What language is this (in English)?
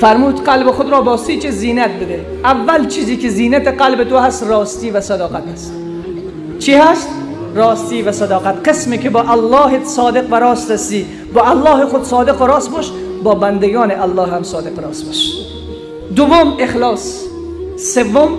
Persian